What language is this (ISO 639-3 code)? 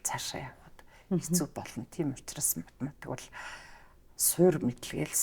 mon